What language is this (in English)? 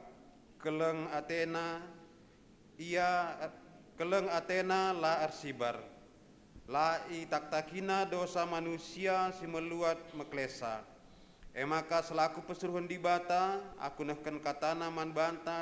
Batak Karo